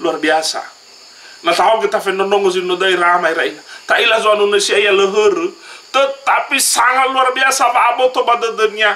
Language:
Nias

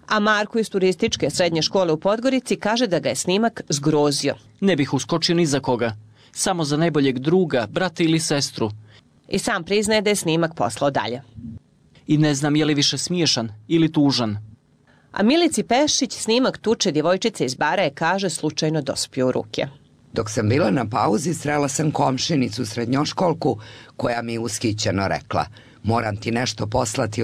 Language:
Serbian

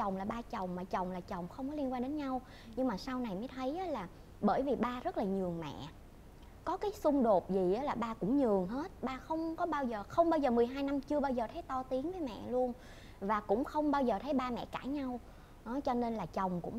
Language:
Vietnamese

